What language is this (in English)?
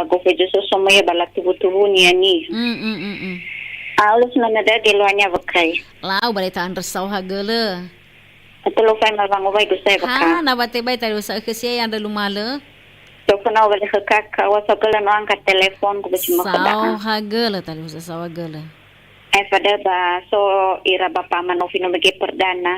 Nias